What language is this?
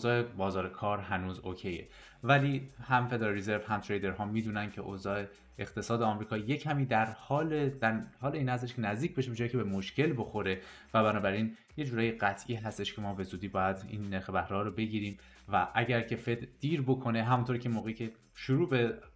Persian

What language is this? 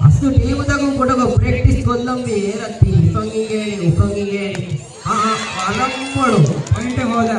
Divehi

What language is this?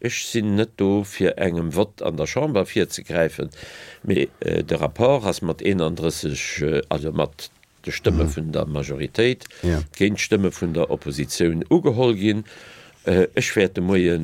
Luxembourgish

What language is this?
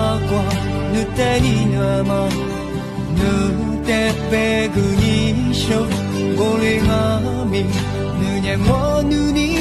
Lisu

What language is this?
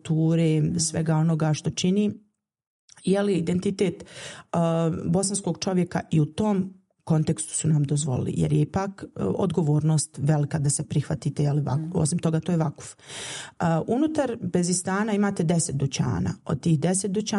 Bosnian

